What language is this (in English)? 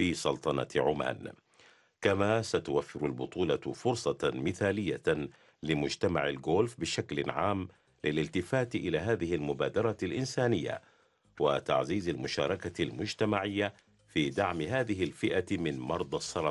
Arabic